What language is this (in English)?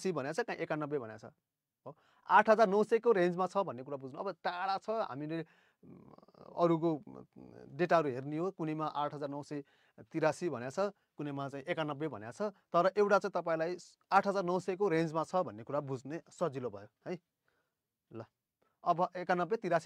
Nepali